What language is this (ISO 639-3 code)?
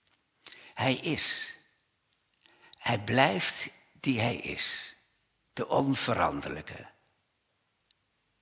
nld